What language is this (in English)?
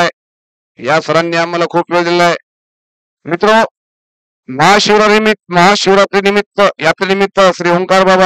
Marathi